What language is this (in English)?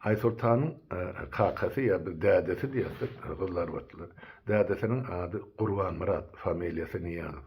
Turkmen